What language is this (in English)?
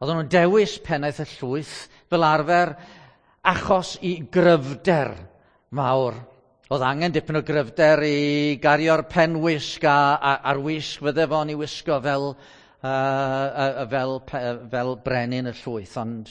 Welsh